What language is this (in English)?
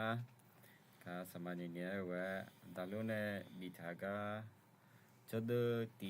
Akha